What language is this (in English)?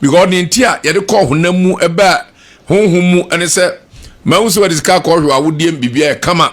Akan